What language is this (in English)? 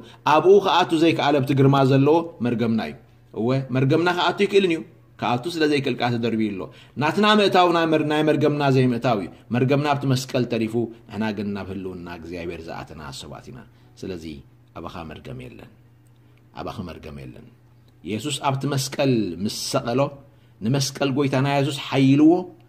Tigrinya